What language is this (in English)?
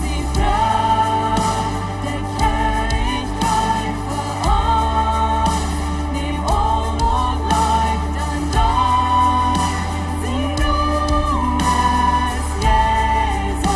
Plautdietsch